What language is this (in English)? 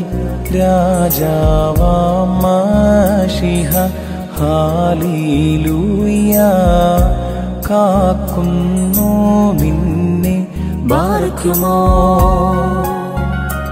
Malayalam